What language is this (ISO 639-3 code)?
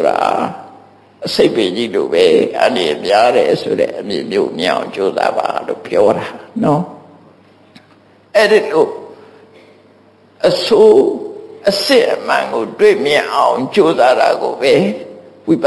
mya